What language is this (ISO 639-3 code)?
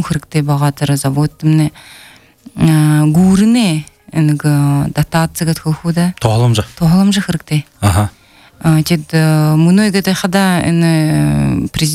bel